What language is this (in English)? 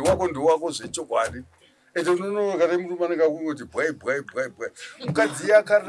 Shona